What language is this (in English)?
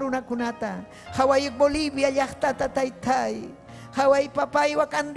Ayacucho Quechua